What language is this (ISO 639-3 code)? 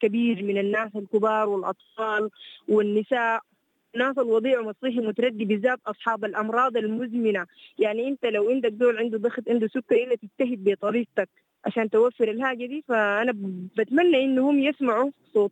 apd